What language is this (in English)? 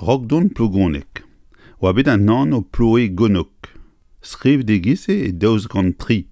Breton